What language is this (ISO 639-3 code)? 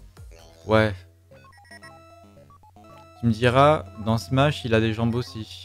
fra